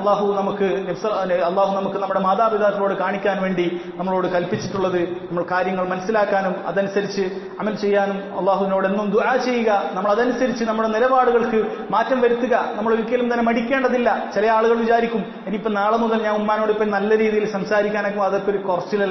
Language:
Malayalam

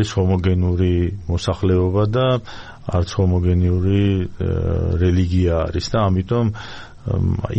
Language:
Georgian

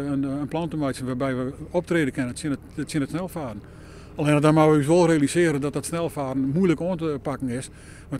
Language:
Western Frisian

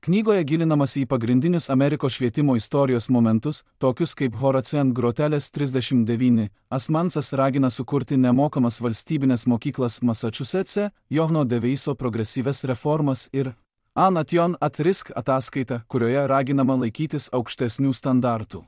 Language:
Lithuanian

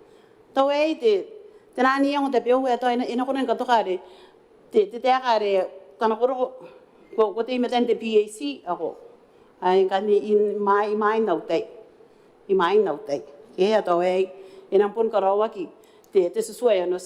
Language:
Gilbertese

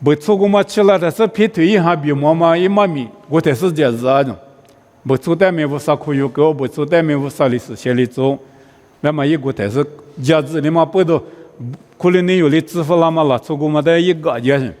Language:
Lisu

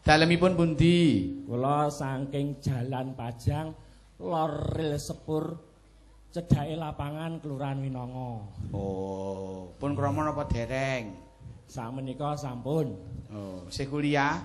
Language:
Javanese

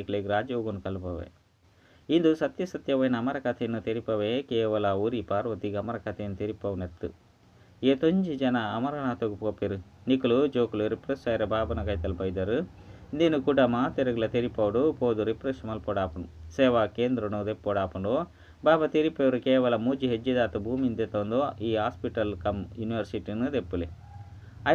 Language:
Tulu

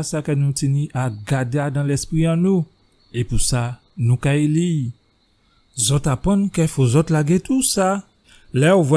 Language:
Guadeloupean Creole French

